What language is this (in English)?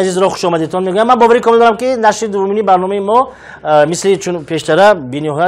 Tajik